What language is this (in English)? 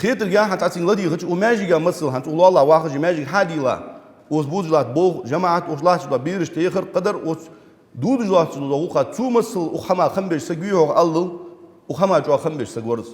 Ingush